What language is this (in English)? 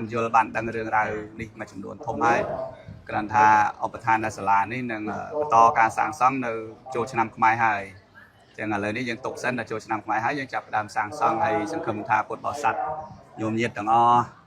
Khmer